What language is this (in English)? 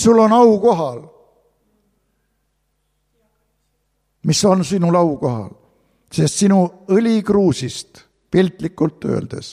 Estonian